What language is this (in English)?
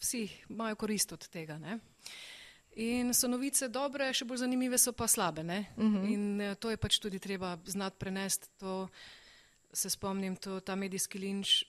Slovenian